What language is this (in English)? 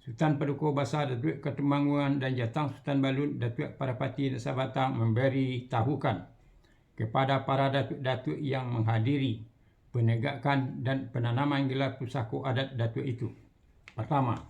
Minangkabau